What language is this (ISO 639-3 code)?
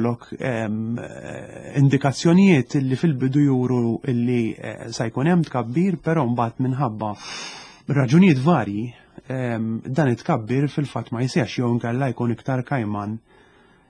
mlt